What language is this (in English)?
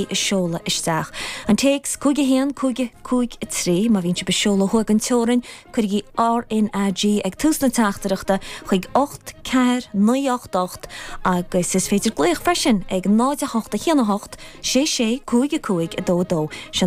Irish